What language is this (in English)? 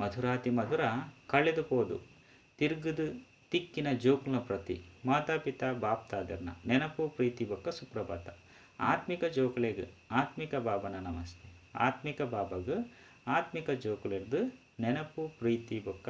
Tulu